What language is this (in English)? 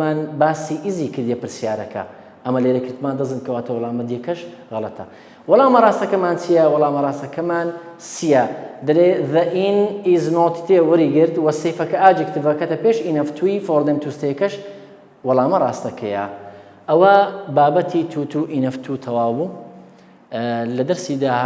Central Kurdish